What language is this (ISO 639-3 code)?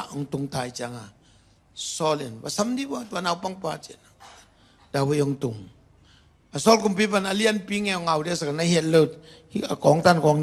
ctd